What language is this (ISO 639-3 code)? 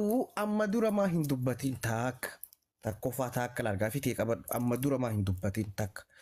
orm